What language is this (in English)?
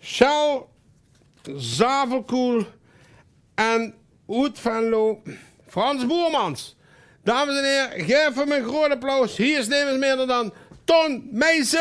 Limburgish